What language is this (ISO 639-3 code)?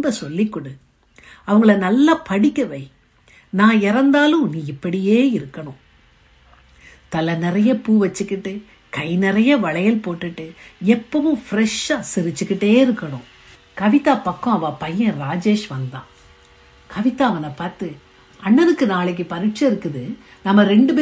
tam